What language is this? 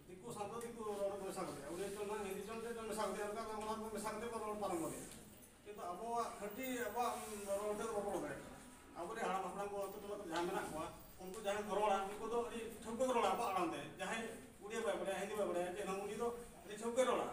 Santali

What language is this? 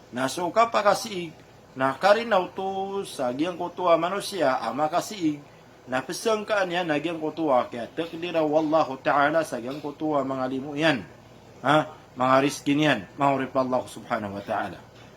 Maranao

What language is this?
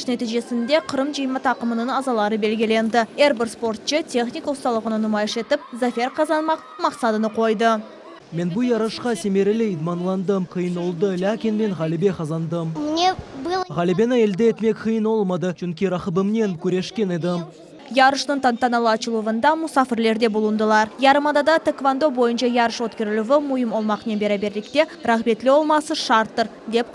Crimean Tatar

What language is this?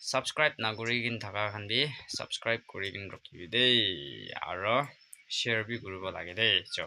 Naga Pidgin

